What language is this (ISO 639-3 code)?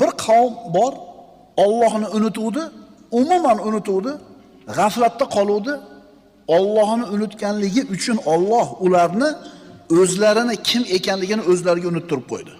uzb